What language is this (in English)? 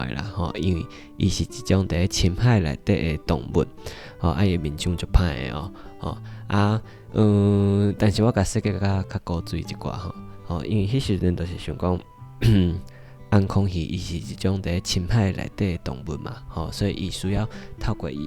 Min Nan Chinese